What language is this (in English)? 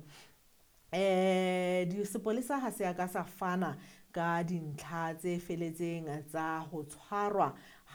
Southern Sotho